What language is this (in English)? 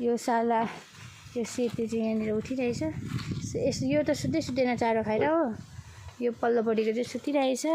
Nepali